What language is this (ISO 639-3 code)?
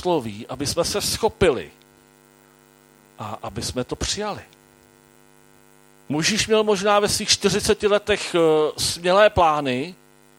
ces